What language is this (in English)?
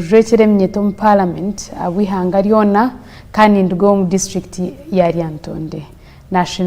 Nyankole